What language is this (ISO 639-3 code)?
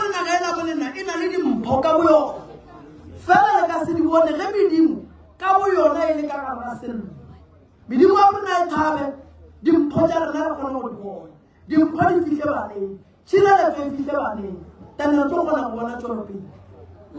nso